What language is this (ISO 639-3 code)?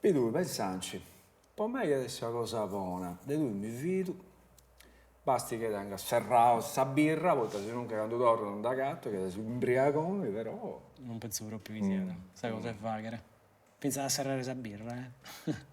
srd